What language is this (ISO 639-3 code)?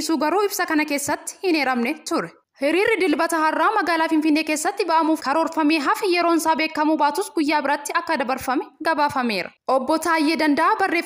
orm